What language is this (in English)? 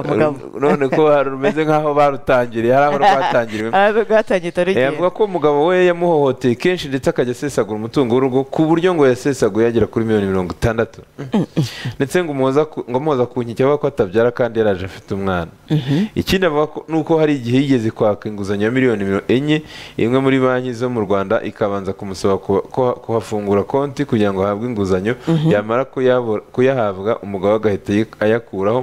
Kinyarwanda